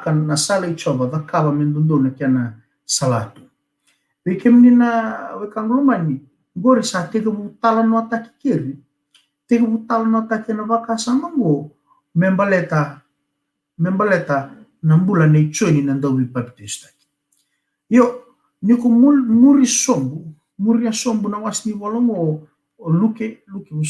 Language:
Fijian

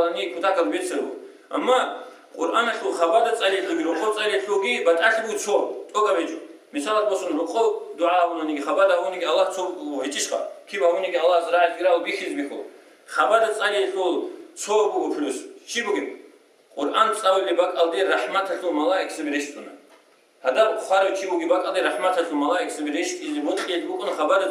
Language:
Avaric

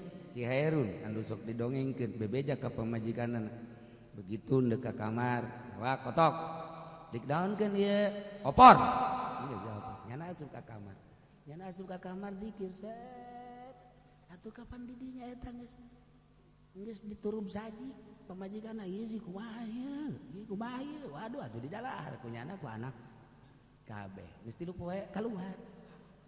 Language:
Sundanese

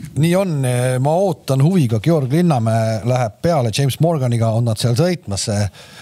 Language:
Estonian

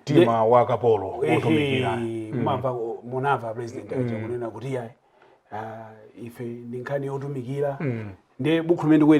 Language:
Nyanja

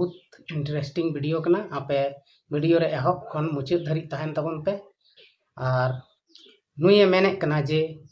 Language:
Santali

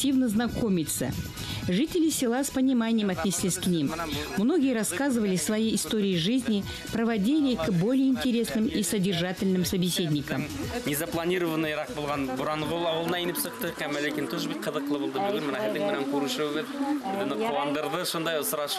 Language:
Bashkir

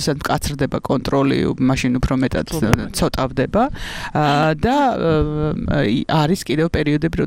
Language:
Georgian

